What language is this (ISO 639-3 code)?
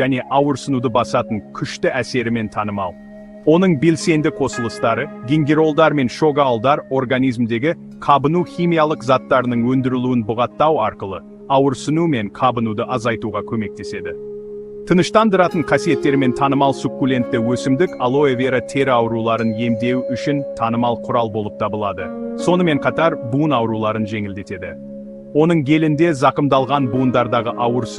kaz